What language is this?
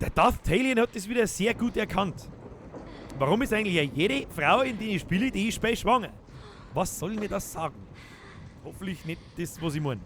Bavarian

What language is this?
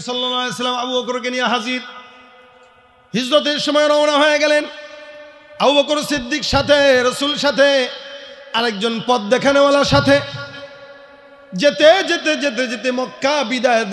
Bangla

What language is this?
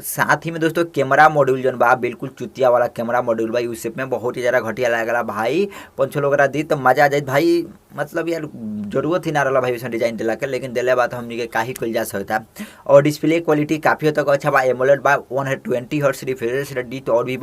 Bhojpuri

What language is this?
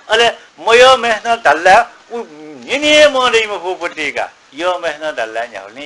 Newari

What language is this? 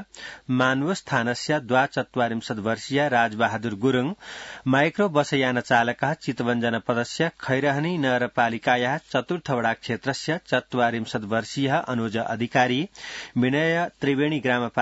Sanskrit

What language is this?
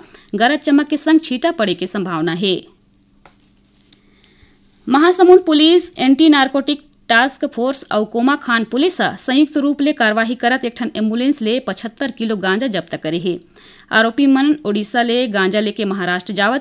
Chhattisgarhi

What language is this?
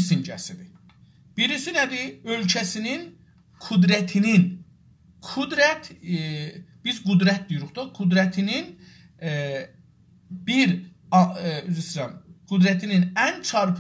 South Azerbaijani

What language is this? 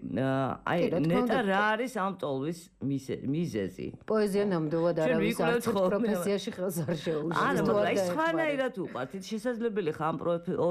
Georgian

